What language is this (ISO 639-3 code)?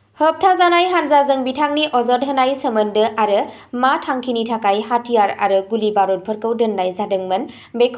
brx